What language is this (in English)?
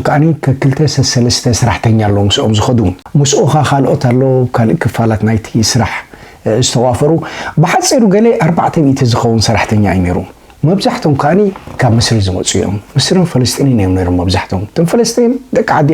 Tigrinya